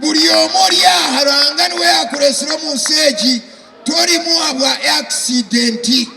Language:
Nyankole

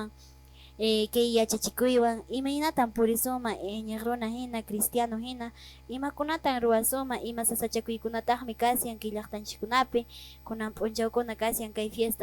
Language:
Quechua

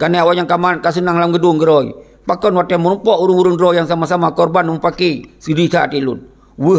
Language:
Achinese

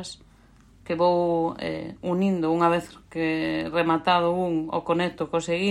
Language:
Galician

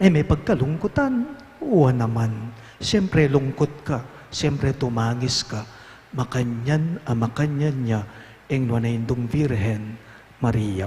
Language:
Pampanga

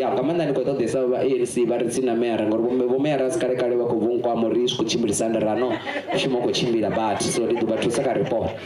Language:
Venda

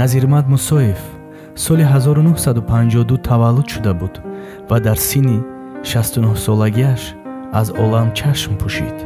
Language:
Tajik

